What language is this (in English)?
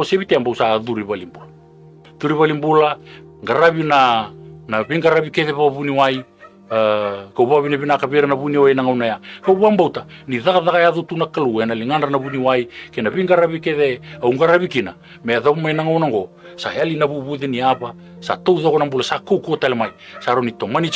Fijian